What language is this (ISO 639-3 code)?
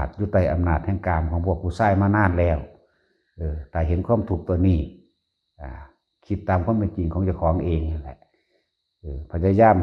lao